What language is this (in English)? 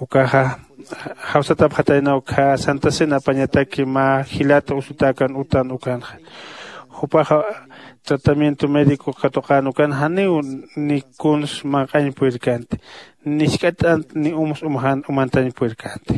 Aymara